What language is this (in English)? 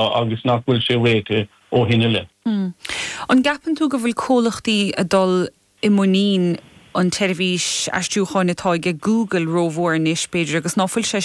Irish